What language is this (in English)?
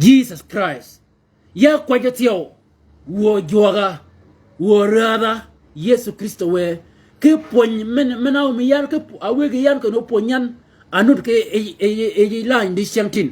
Shilluk